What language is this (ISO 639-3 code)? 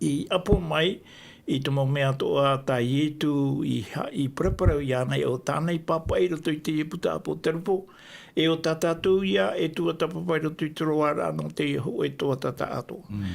tah